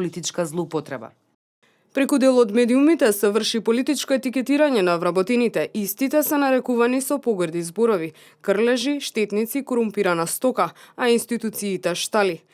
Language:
Macedonian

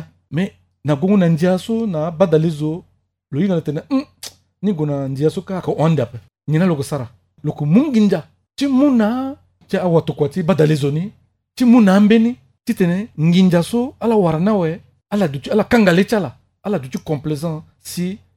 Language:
Sango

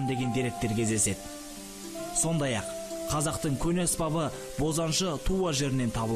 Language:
Kazakh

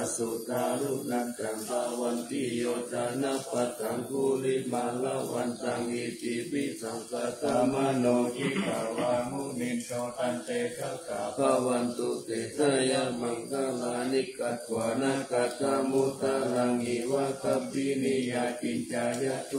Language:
Pali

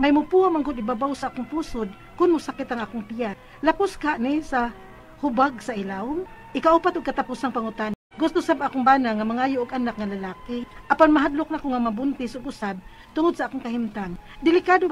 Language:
Cebuano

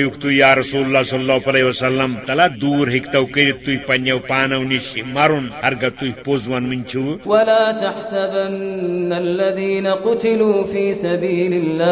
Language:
Kashmiri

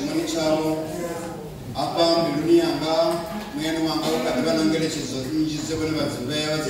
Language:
Venda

